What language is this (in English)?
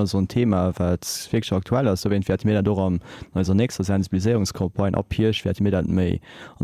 Luxembourgish